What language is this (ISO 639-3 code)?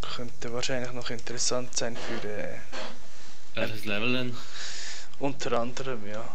gsw